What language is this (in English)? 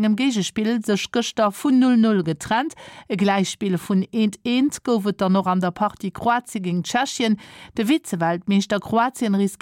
Luxembourgish